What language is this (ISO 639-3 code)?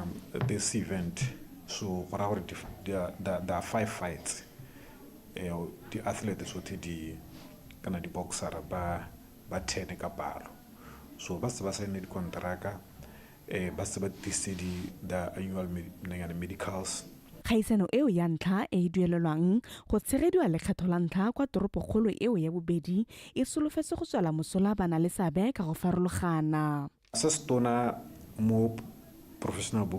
tsn